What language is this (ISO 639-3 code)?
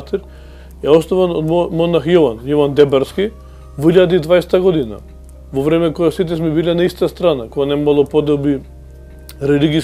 mkd